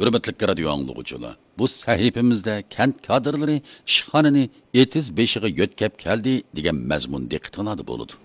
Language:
Uyghur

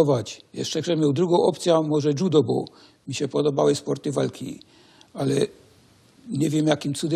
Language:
Silesian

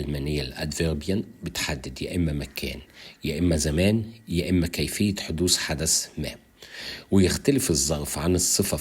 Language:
Egyptian Arabic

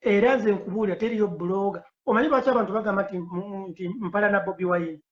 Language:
Ganda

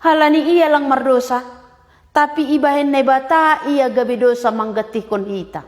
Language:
Batak Simalungun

